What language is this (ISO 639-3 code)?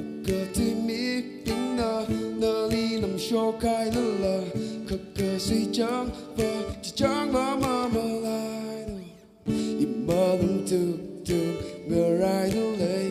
nmf